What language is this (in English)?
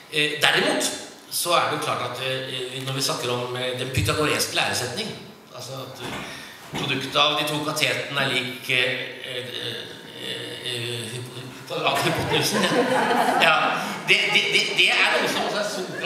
Norwegian